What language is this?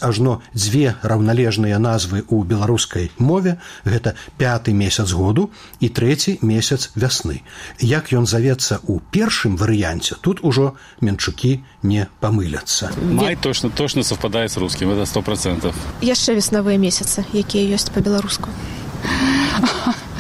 Belarusian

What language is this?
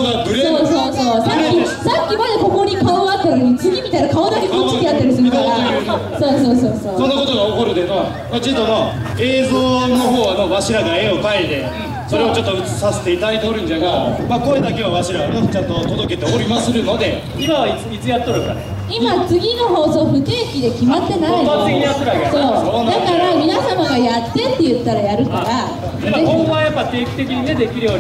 Japanese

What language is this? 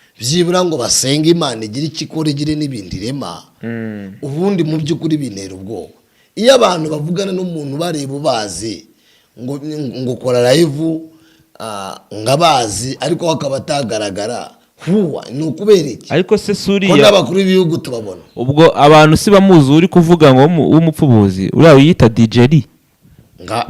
Kinyarwanda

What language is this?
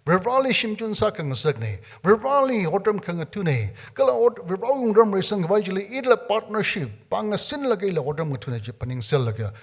Tangkhul Naga (India)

